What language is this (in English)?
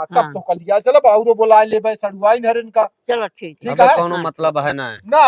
Awadhi